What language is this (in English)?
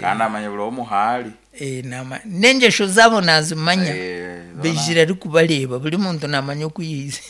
Nyankole